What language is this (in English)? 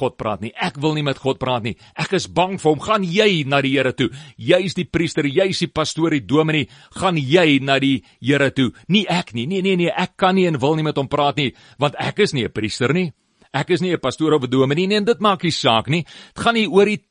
Afrikaans